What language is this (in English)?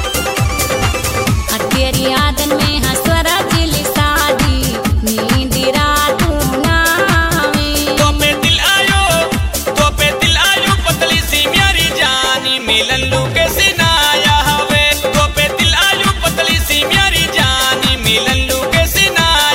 Bhojpuri